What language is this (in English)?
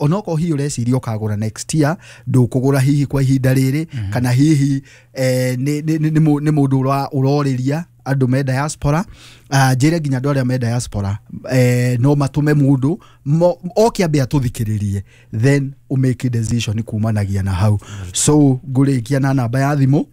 Kikuyu